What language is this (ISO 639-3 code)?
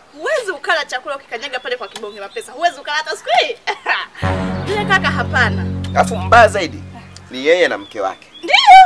swa